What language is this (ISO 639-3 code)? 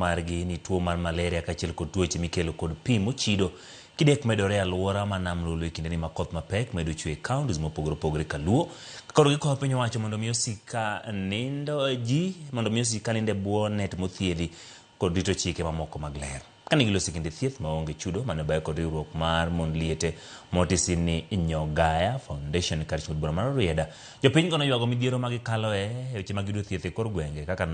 luo